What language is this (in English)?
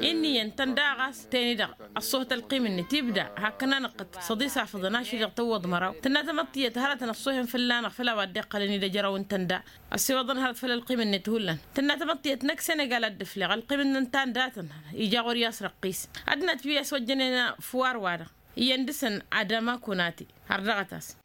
Tamasheq